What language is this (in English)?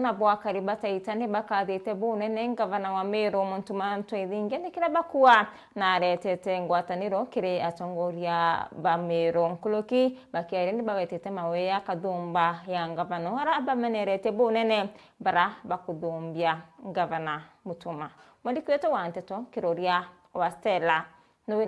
Meru